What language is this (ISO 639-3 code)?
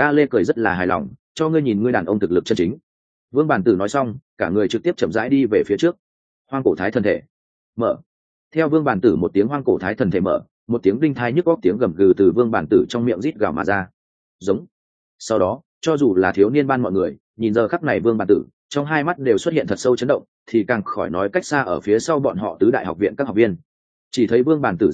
vie